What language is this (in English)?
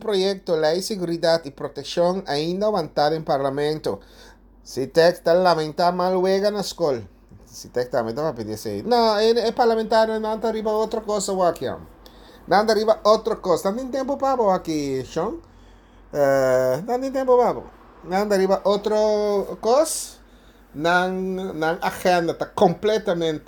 Papiamento